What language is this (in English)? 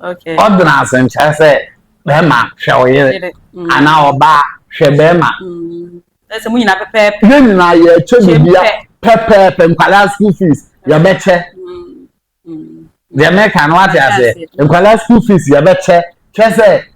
Akan